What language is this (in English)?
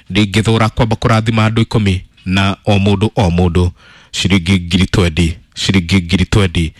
Kikuyu